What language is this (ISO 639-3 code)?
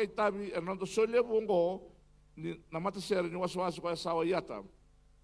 fij